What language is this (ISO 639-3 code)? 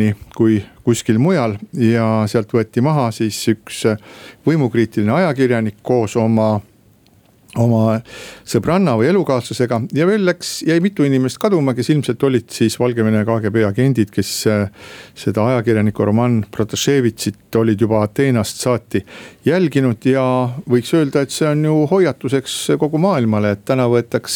est